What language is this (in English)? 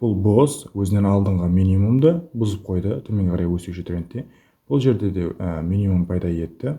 Kara-Kalpak